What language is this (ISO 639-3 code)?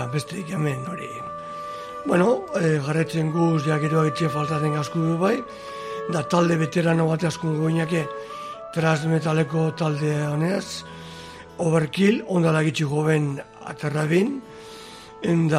eus